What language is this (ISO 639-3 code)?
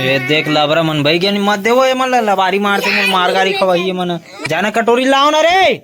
hne